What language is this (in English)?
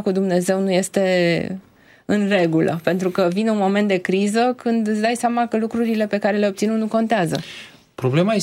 Romanian